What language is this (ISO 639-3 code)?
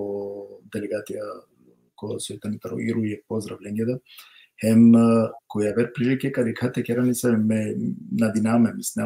rmn